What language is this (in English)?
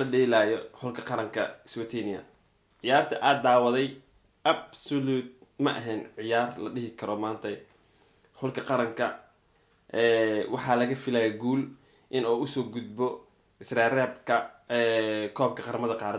Somali